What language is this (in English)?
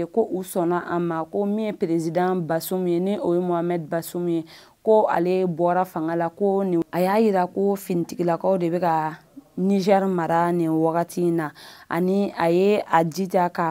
Bambara